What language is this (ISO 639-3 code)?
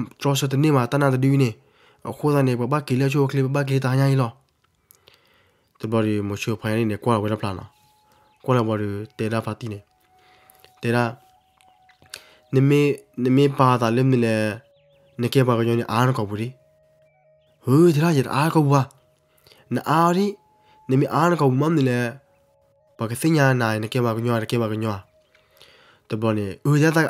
ksw